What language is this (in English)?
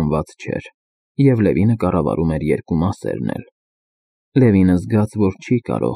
Armenian